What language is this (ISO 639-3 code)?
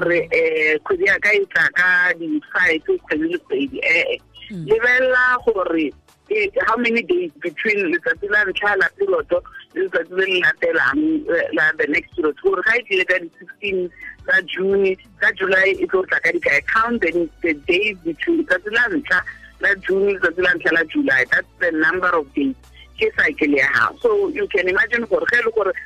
tsn